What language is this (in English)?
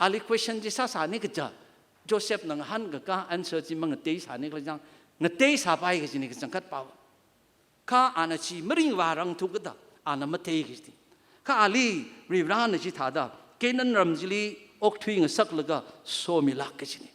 Tangkhul Naga (India)